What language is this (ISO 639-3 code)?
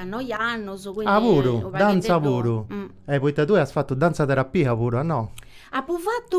srd